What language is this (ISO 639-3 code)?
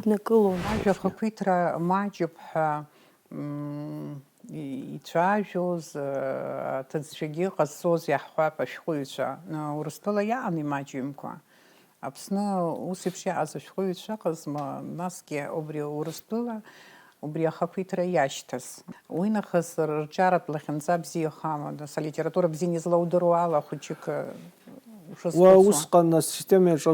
abk